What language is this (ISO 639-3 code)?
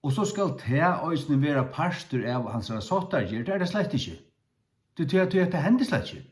fao